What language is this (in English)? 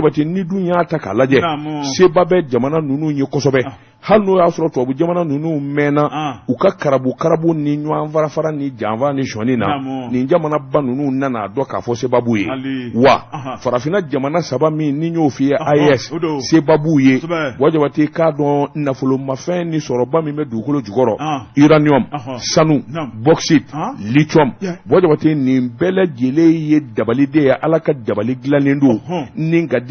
Bambara